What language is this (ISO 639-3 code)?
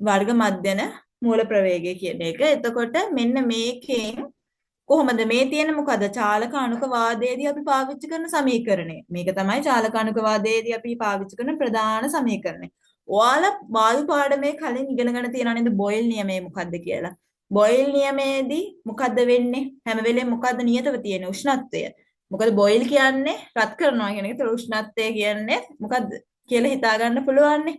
sin